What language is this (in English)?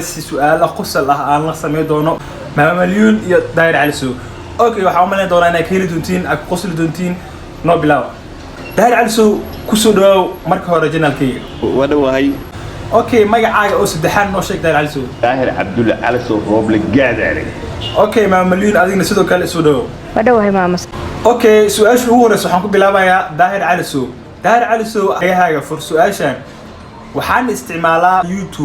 Somali